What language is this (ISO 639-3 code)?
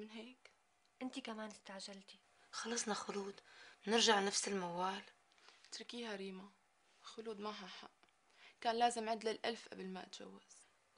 apc